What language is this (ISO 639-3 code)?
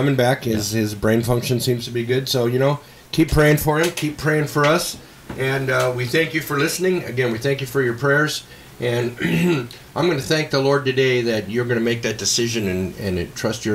eng